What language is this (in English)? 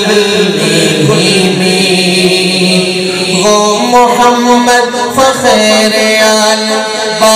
Urdu